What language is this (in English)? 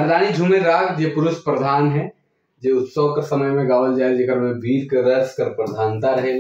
Sadri